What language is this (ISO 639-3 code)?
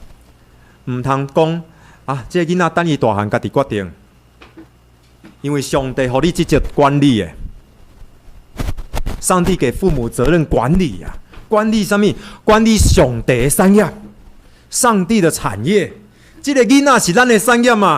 nan